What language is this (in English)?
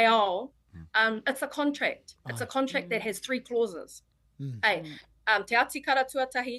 Māori